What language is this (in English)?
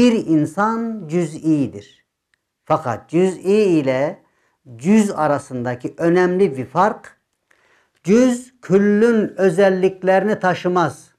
Turkish